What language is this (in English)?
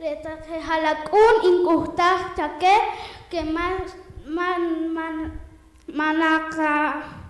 Poqomchi'